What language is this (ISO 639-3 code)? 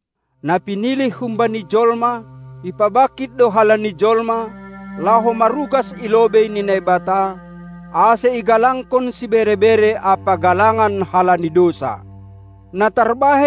bts